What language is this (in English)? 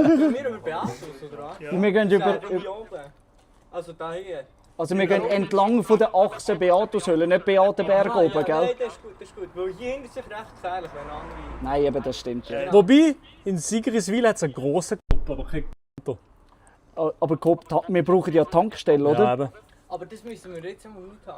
Swiss German